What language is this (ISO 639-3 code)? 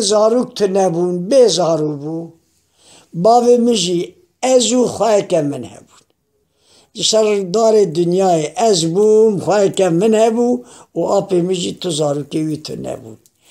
kur